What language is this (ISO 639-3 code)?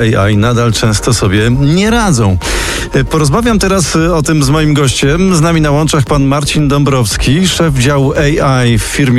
pol